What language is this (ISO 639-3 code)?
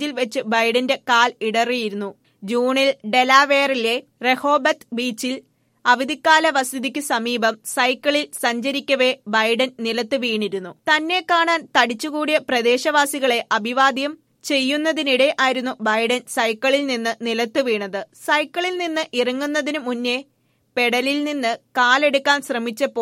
mal